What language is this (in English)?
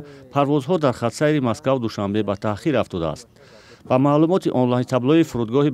Tajik